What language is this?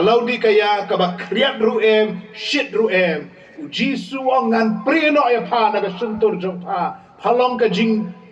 Khasi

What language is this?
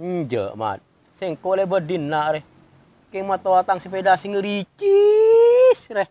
Madurese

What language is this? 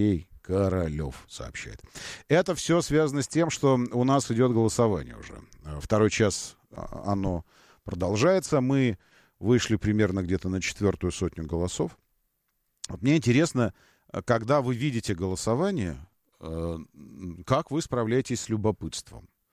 Russian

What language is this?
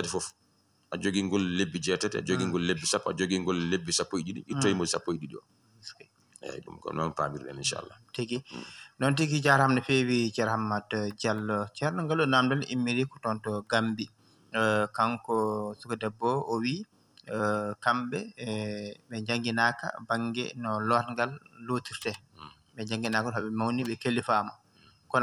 Fula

